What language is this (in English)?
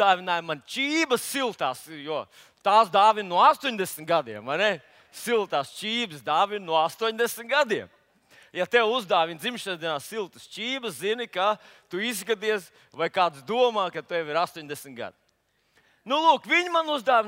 Latvian